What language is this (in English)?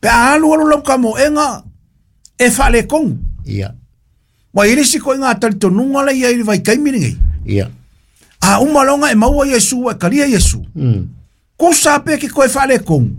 Samoan